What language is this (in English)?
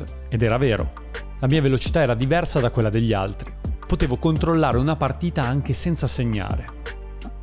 Italian